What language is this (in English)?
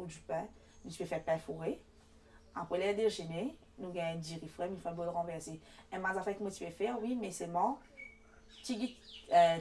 Morisyen